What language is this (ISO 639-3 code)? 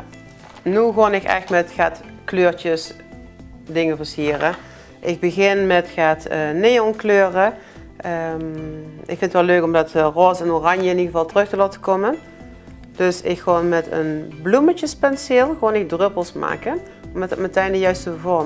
lim